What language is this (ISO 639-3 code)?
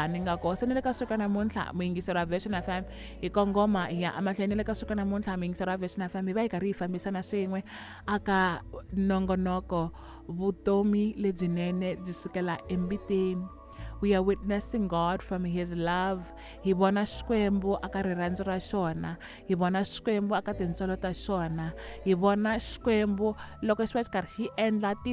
tso